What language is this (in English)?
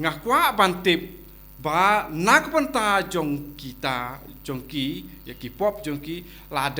Khasi